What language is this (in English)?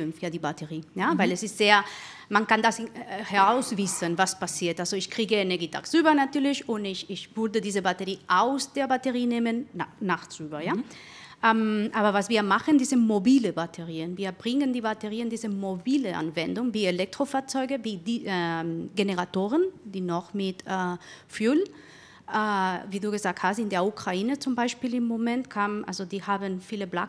German